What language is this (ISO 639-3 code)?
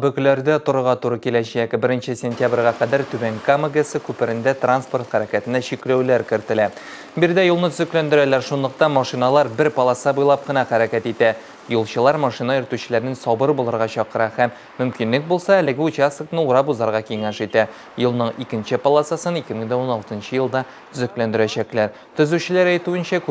tat